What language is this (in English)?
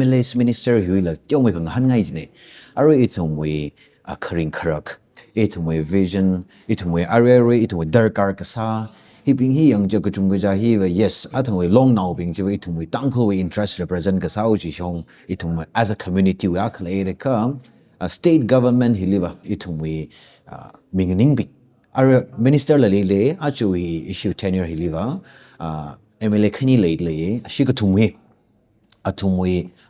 Tangkhul Naga (India)